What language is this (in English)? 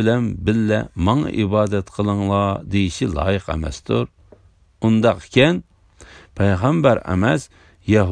Uyghur